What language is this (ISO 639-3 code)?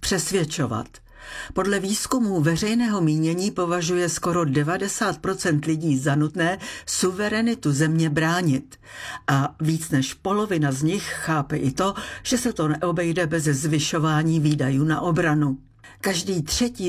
ces